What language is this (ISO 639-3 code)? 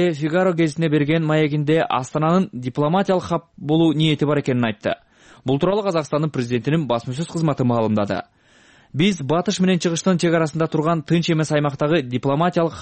kir